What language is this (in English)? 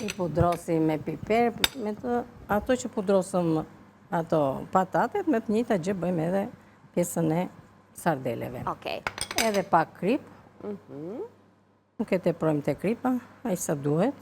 Albanian